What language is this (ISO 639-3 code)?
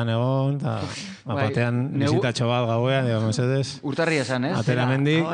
eus